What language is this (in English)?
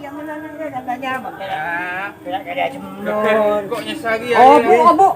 Madurese